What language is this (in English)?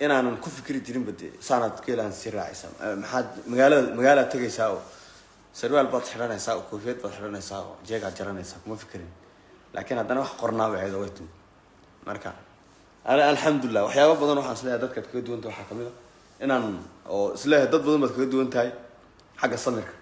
Somali